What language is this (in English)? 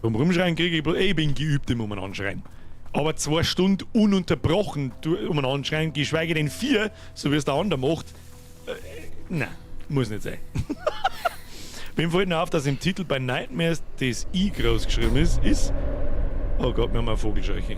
Bavarian